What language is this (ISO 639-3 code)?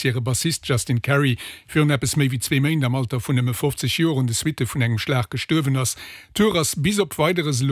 ltz